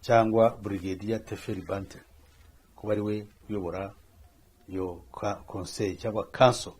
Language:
Kinyarwanda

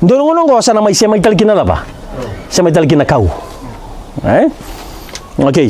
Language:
Fijian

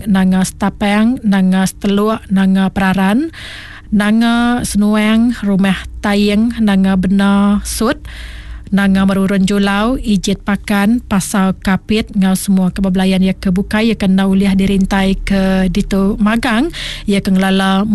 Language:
Iban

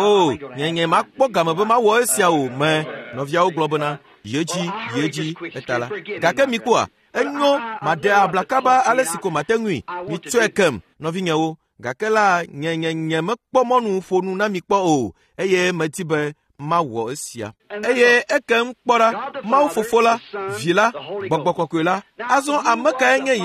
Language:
Ewe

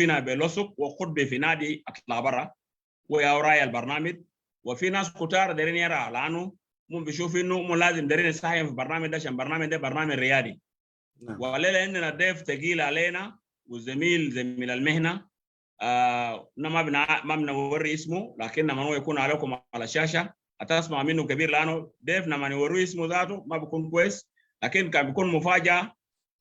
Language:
Sudanese Arabic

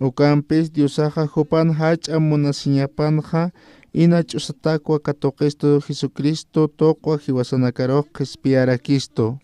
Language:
Aymara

